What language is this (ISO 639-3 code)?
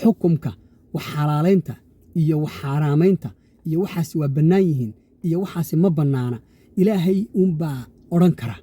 som